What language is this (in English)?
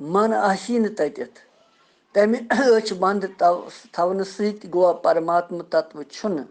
Kashmiri